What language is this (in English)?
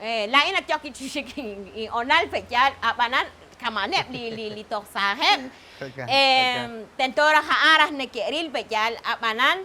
Kekchí